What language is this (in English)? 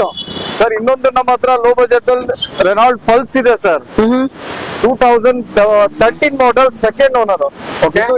Kannada